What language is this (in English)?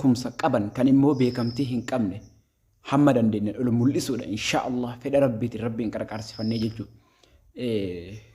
Oromo